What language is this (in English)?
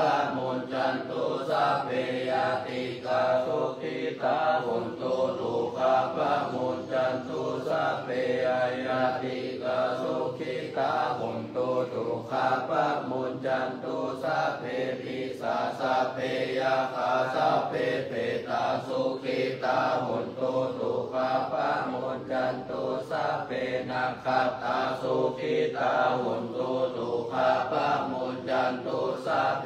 Pali